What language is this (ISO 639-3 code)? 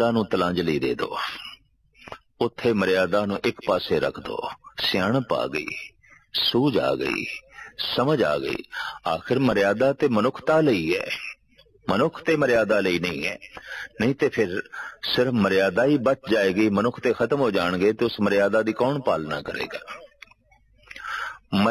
pan